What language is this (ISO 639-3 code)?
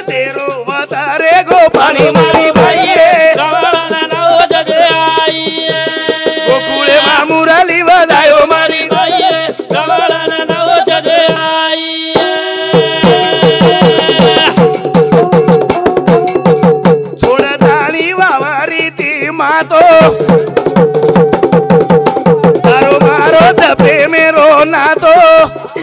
lmn